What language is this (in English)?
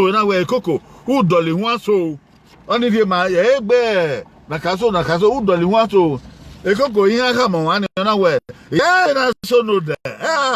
Bini